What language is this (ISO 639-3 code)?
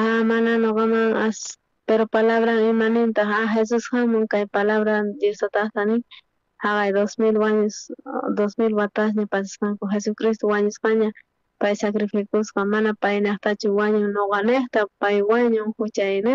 quh